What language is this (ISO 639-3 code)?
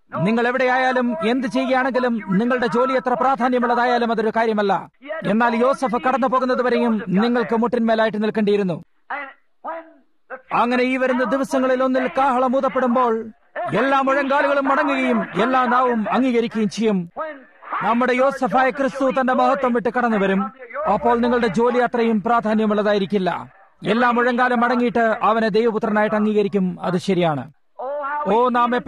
mal